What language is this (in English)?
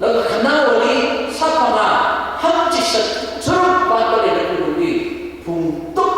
Tangkhul Naga (India)